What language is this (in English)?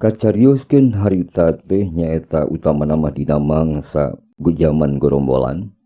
Sundanese